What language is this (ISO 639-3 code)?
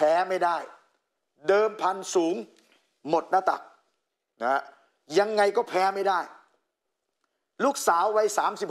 tha